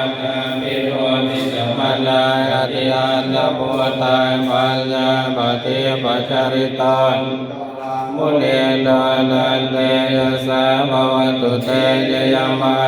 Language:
Pali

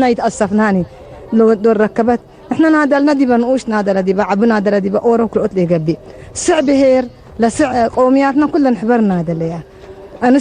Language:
Tigrinya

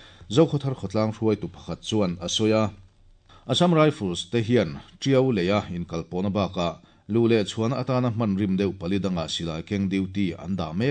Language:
Mizo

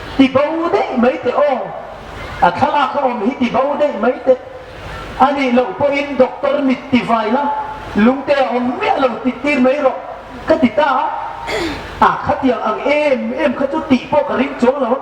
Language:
Hmar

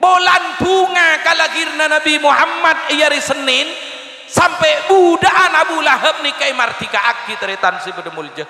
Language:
Madurese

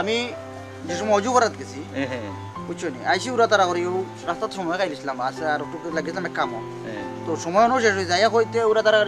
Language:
Sylheti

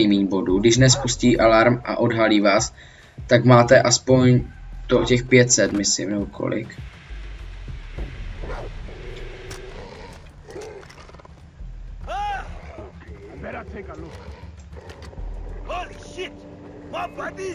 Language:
Czech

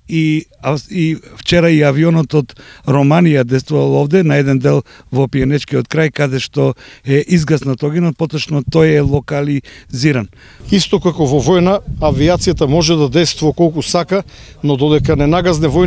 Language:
Macedonian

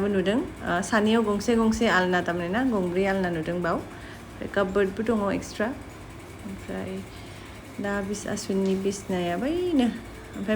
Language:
Bodo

